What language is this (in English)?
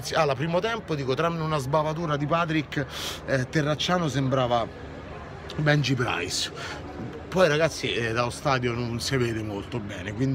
Italian